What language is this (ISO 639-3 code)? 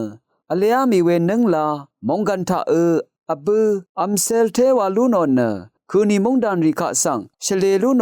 raw